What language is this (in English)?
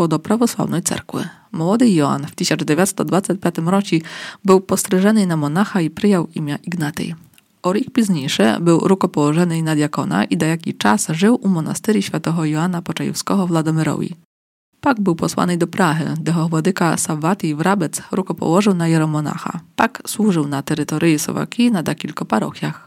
Rusyn